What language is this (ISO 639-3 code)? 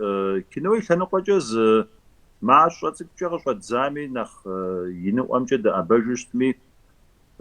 kbd